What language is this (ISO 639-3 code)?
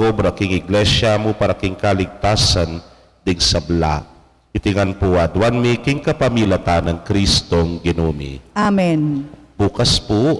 pam